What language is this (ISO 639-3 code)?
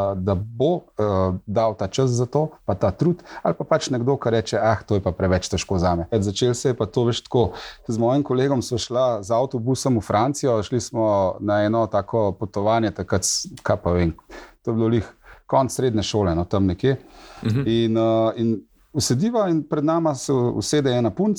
slv